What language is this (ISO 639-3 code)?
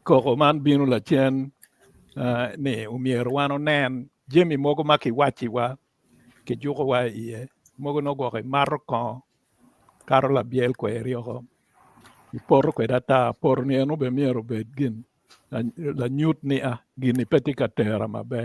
ach